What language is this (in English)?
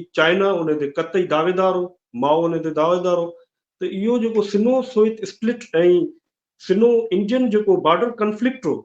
Sindhi